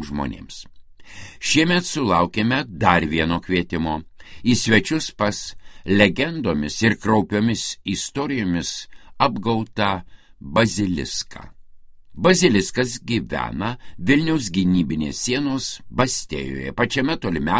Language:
Lithuanian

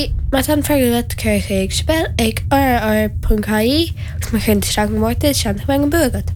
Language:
Irish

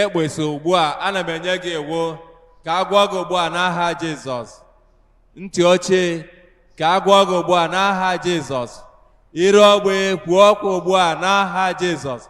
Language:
Igbo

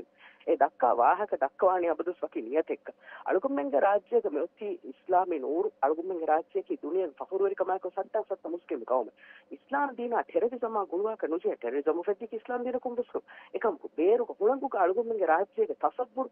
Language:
Divehi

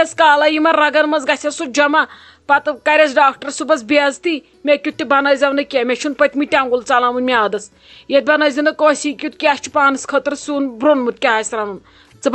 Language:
Kashmiri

